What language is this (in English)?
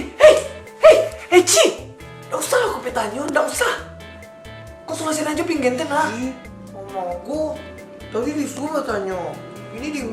Minangkabau